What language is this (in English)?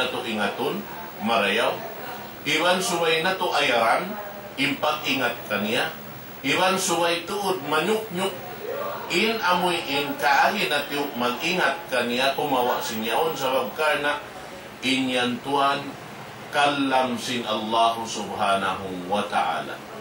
Tausug